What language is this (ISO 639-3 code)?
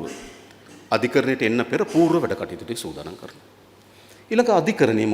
sin